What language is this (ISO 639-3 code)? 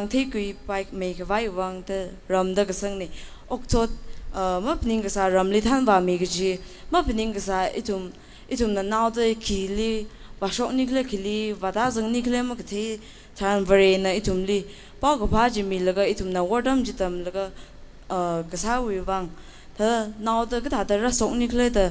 nmf